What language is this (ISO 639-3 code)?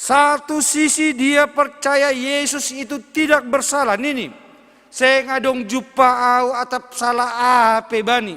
bts